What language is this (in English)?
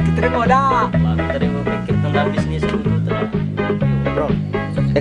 Musi